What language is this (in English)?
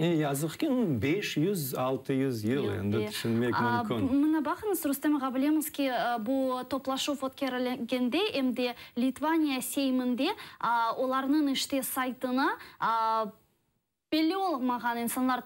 Crimean Tatar